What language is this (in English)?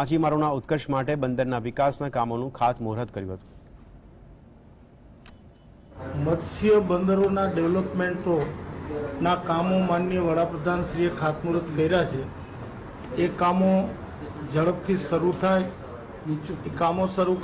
Gujarati